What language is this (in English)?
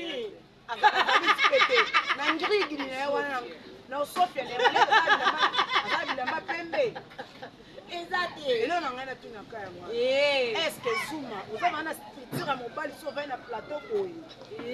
Lingala